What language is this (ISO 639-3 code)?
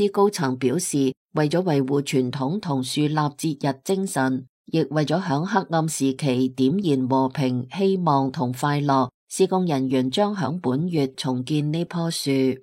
yue